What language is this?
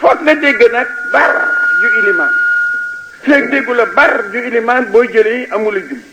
Wolof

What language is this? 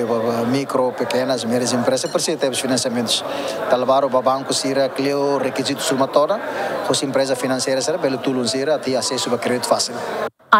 Tetum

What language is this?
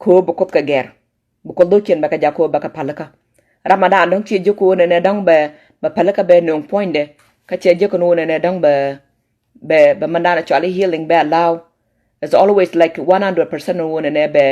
Nuer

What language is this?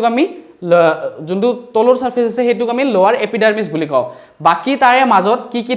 Assamese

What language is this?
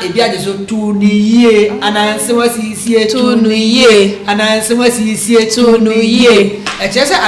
Akan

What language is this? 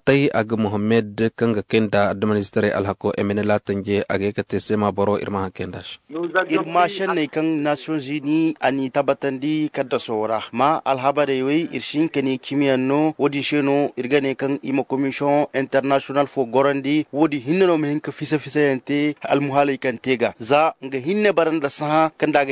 Zarma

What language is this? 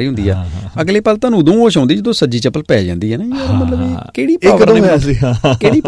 Punjabi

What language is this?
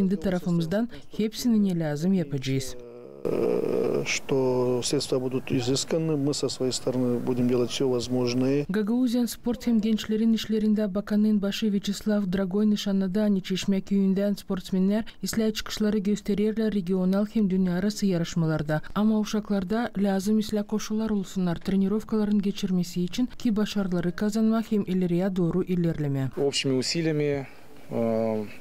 Gagauz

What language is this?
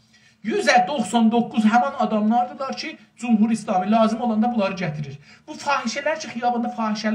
South Azerbaijani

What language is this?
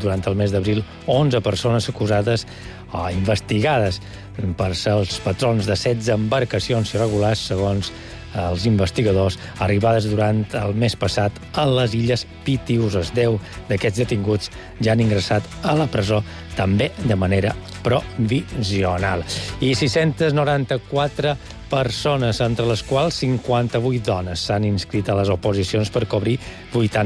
Catalan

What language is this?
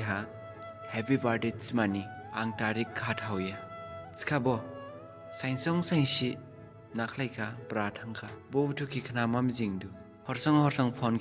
Dimasa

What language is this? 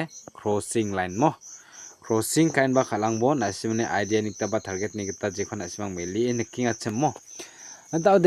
Garo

